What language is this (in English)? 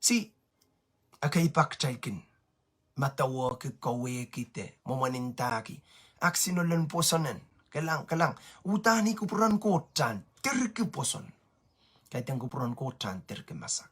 Pohnpeian